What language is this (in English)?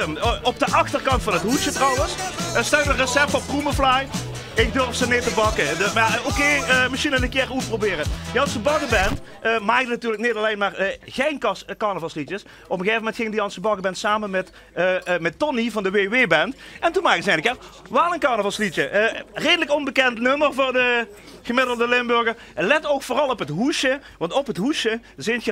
Limburgish